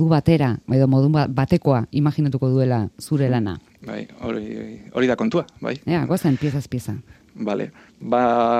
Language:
Basque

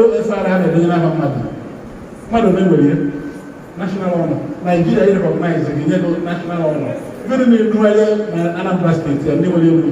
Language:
Igbo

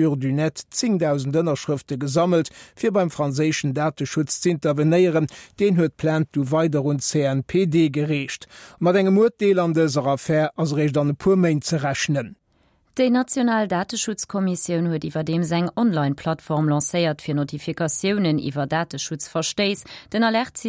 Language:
Luxembourgish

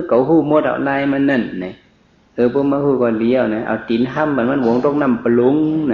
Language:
Shan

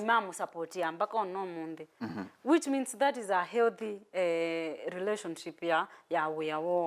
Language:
Kamba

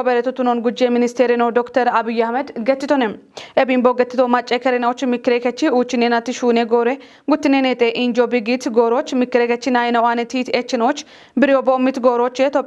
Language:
Kafa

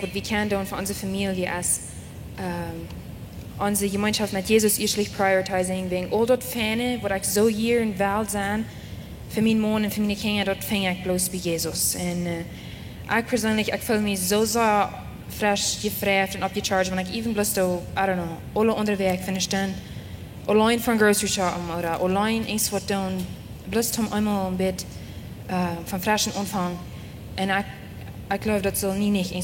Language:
Plautdietsch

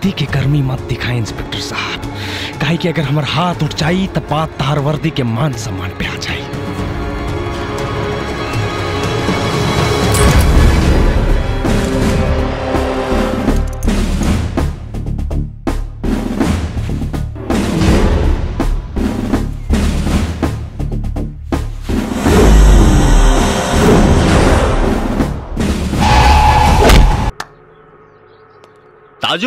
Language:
Bhojpuri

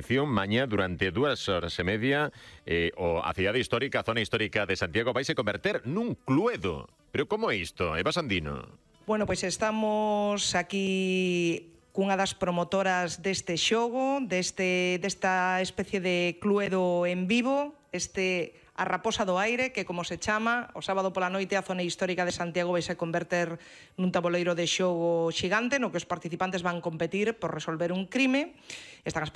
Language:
Galician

